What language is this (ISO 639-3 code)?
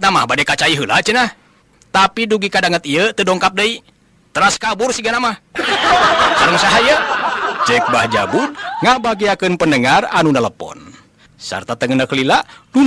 sun